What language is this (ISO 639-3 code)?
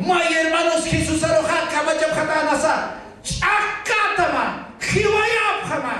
aym